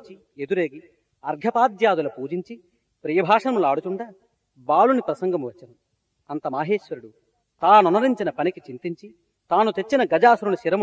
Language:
Telugu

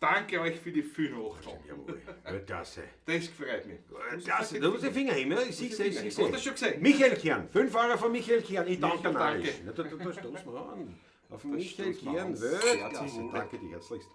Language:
Bavarian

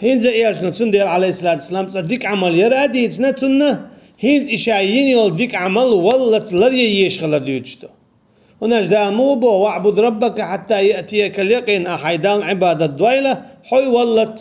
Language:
Chechen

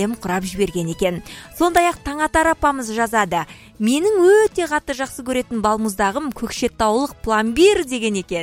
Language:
Kazakh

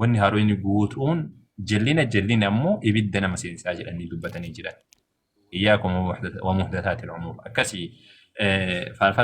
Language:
Oromo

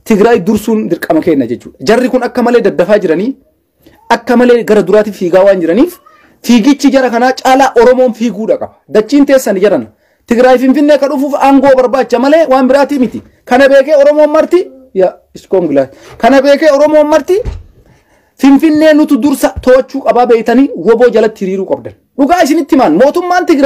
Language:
Oromo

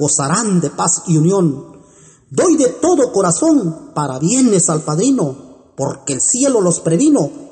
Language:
Spanish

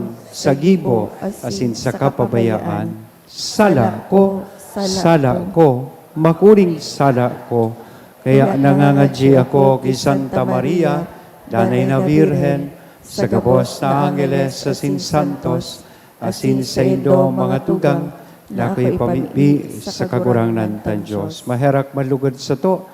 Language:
Bikol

